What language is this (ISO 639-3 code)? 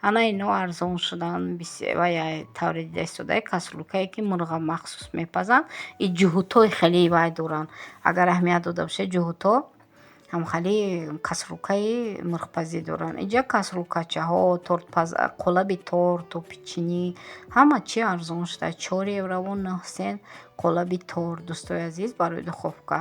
tgk